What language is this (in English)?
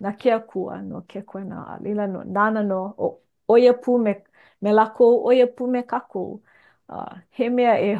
Hawaiian